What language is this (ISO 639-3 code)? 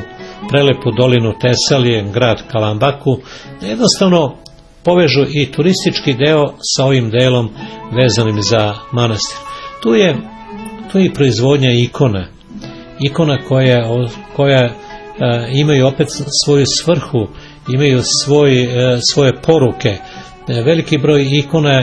srp